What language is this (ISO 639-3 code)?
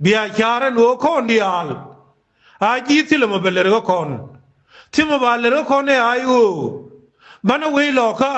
nus